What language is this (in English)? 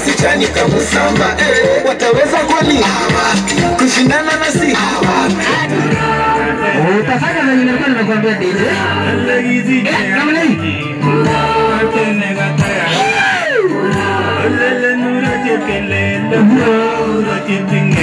Swahili